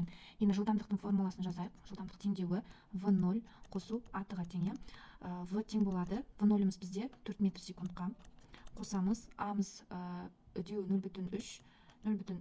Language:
Kazakh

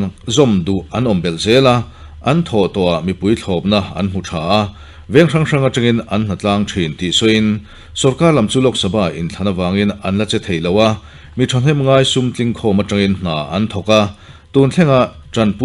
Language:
Mizo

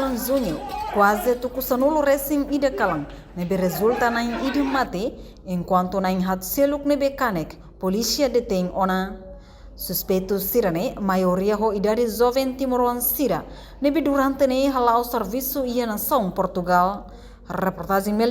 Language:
Tetum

